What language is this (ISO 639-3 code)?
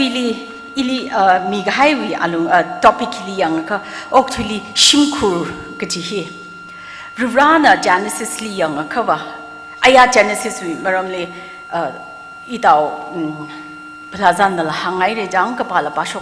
nmf